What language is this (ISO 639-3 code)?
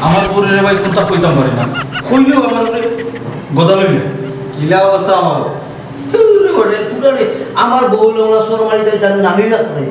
syl